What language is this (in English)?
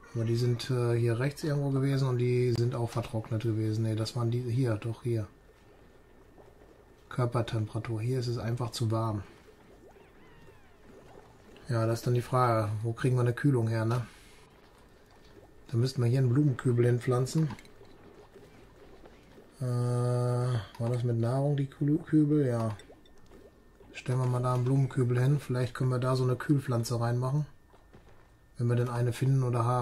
German